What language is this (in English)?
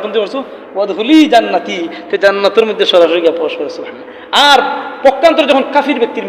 Sylheti